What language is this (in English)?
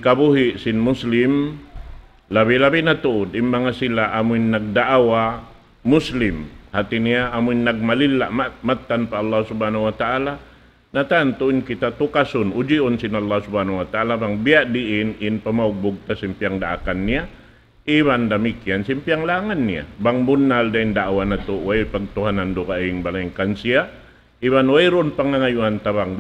Tausug